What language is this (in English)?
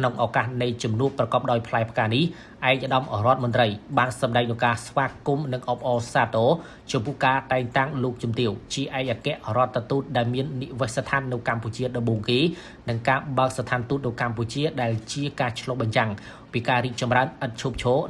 Khmer